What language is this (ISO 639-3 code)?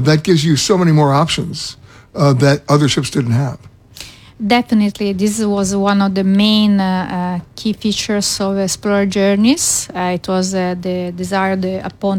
eng